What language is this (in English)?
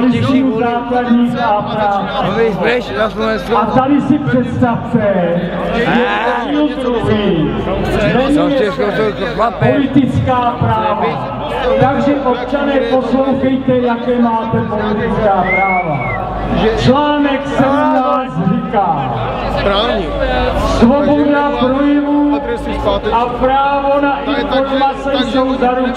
Czech